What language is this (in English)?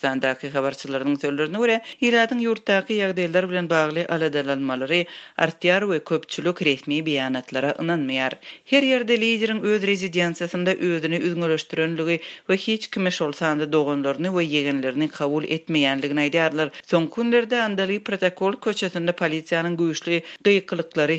Turkmen